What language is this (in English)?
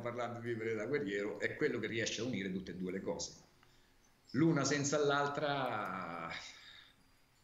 Italian